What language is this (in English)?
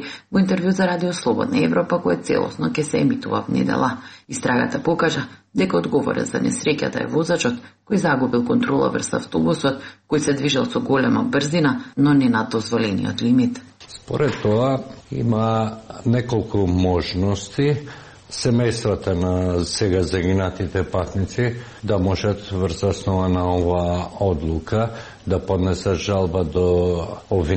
Macedonian